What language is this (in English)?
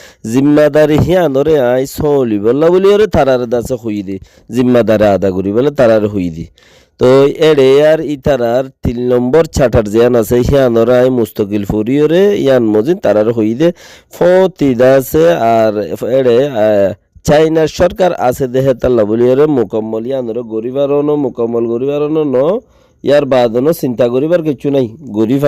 Rohingya